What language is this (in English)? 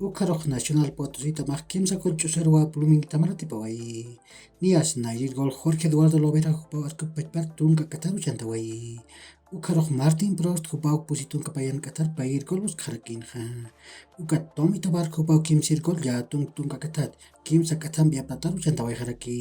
Aymara